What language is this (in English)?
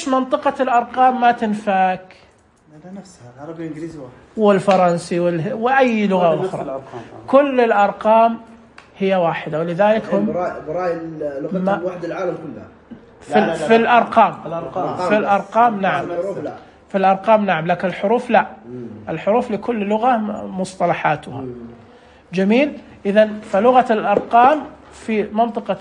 Najdi Arabic